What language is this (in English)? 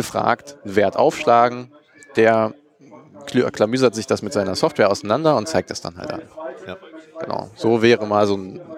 German